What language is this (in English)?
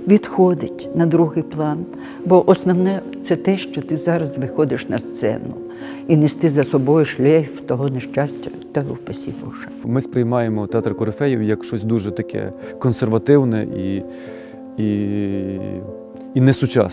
Ukrainian